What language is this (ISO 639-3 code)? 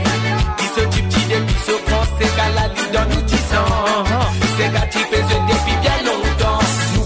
mfe